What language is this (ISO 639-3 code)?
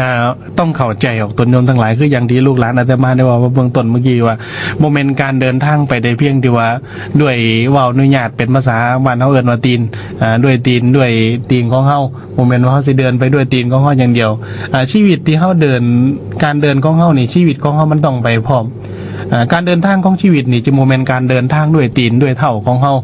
lao